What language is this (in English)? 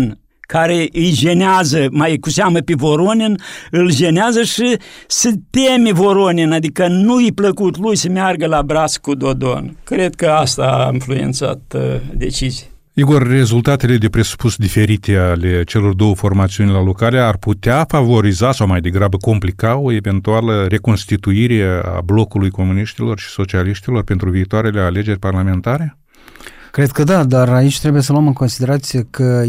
Romanian